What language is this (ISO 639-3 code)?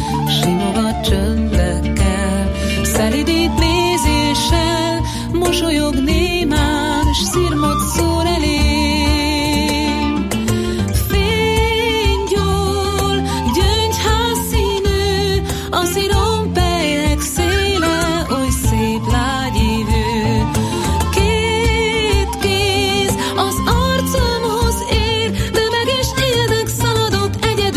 hun